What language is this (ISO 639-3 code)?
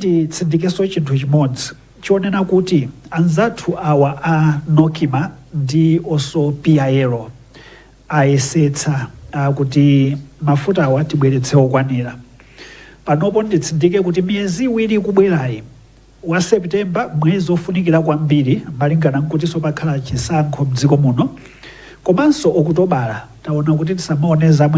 nya